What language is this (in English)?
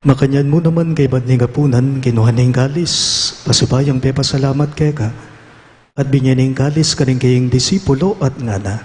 Pampanga